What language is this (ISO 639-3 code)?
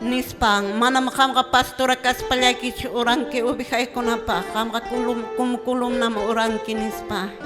que